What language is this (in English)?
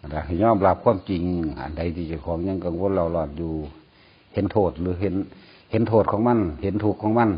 Northeastern Thai